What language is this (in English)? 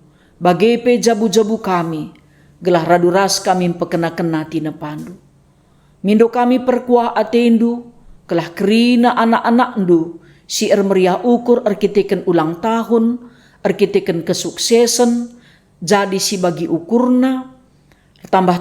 Batak Karo